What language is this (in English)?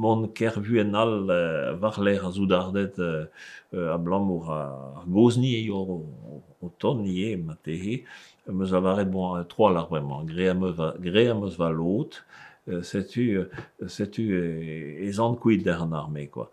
Breton